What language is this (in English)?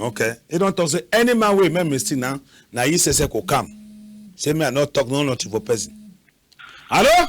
Cameroon Pidgin